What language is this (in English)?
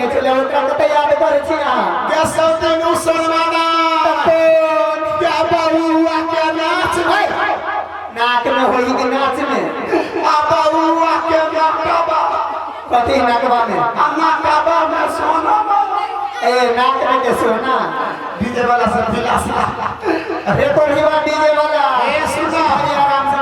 Maithili